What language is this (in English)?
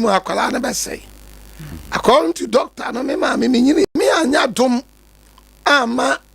Akan